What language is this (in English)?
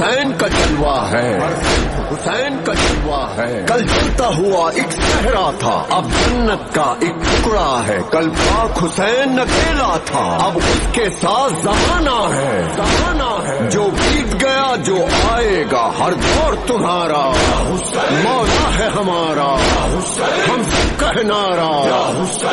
Urdu